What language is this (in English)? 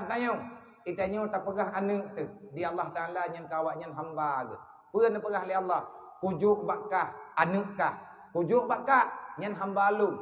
Achinese